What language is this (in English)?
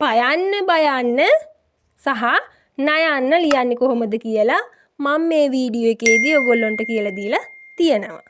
Sinhala